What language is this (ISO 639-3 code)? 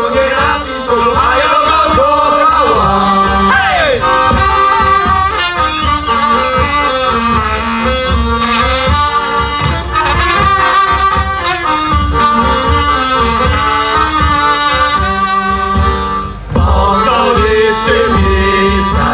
pol